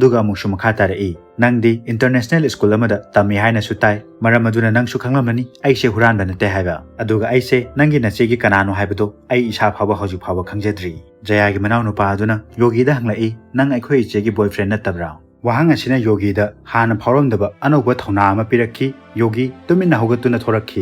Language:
Manipuri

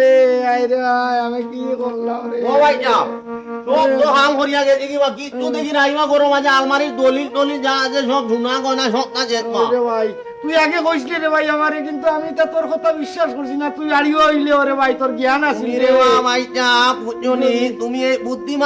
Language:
Sylheti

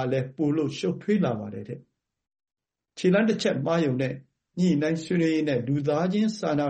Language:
Burmese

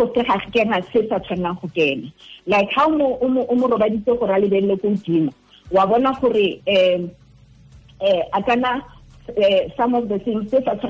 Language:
Tswana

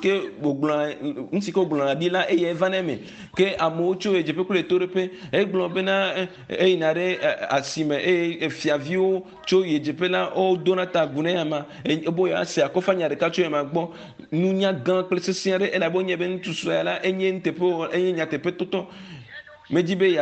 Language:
Ewe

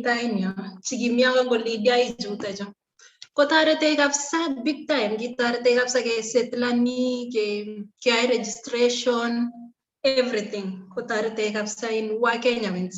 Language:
Kalenjin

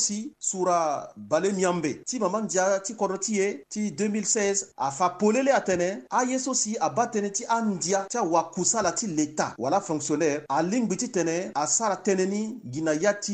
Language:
Sango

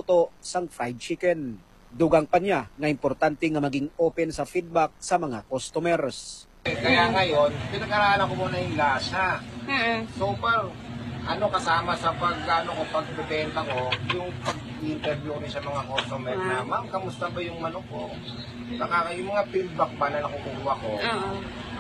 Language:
Filipino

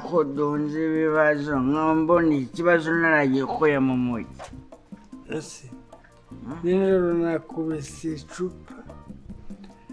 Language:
Kinyarwanda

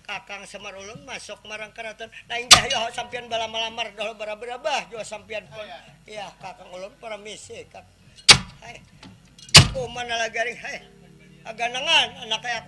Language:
Banjar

